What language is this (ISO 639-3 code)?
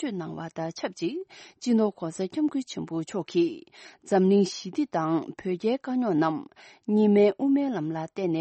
bod